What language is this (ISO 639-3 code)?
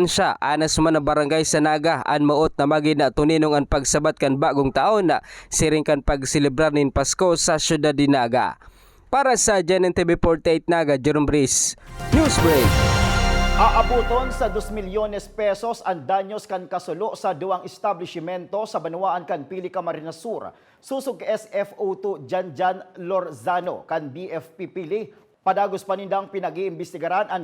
bik